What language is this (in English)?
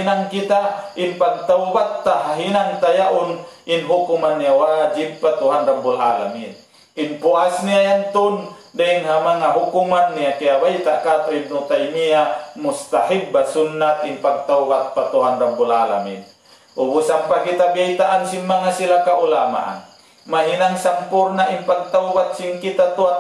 Tausug